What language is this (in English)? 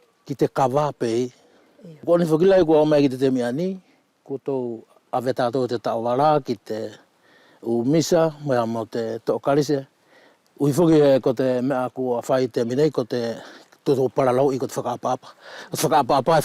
Wallisian